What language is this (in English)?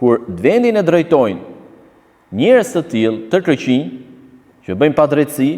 Albanian